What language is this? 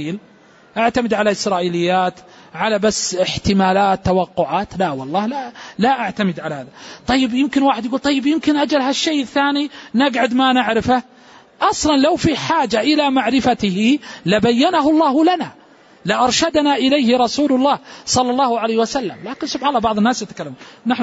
Arabic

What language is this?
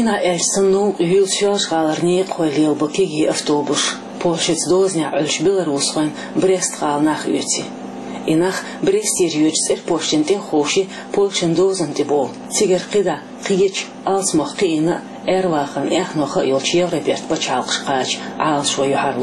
Chechen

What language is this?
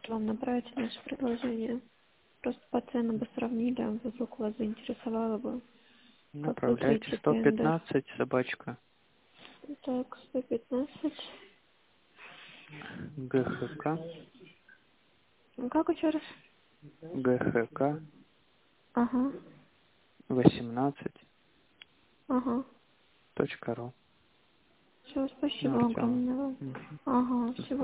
Russian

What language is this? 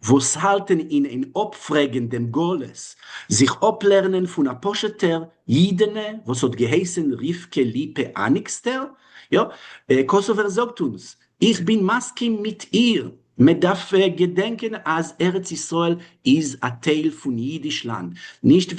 Yiddish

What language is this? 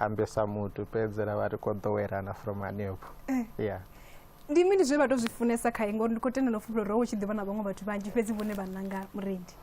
Venda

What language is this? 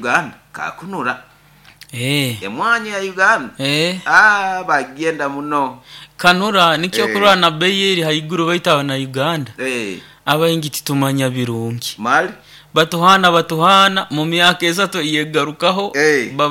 Nyoro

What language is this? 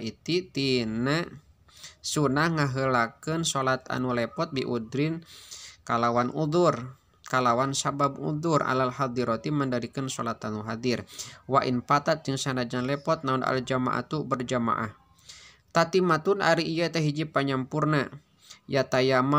Sundanese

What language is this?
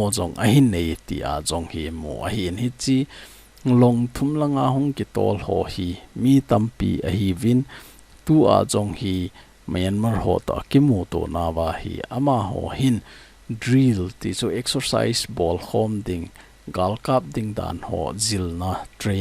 Thado Chin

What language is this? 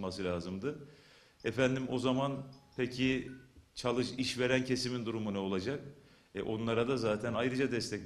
Turkish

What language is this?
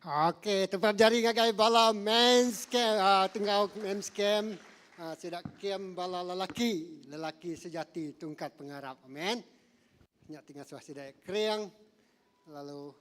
Iban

